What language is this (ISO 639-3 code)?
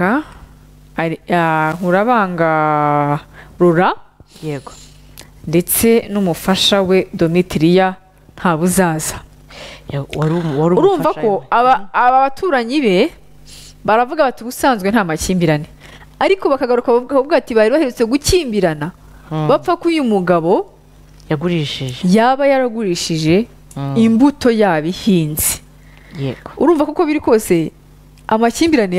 kin